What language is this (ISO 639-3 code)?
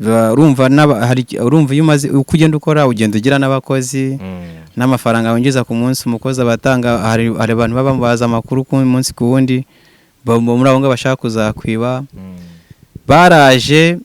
kin